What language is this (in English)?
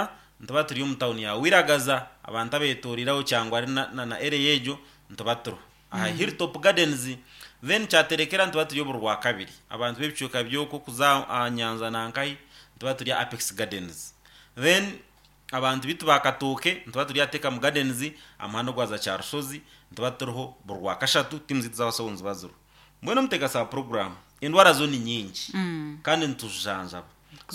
Nyankole